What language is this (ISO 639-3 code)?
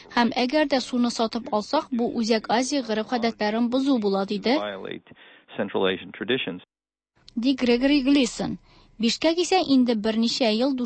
tat